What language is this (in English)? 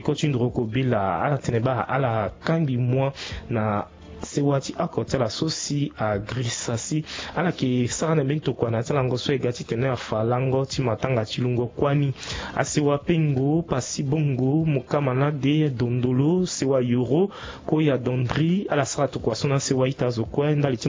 Sango